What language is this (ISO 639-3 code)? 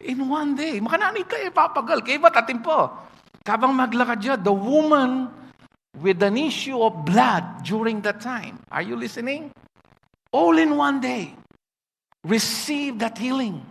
pam